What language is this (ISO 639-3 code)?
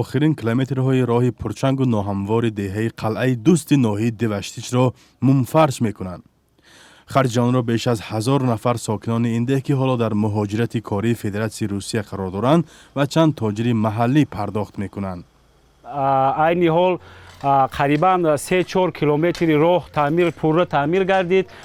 tgk